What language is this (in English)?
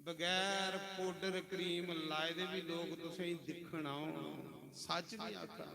Dogri